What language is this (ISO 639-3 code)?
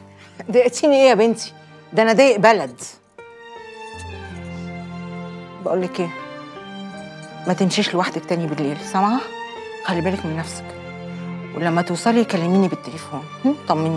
arz